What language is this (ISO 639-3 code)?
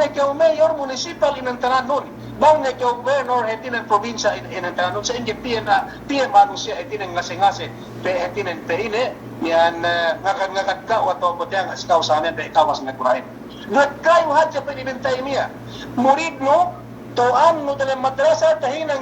yka